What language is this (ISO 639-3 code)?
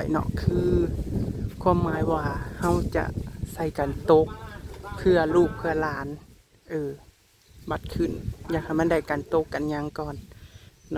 tts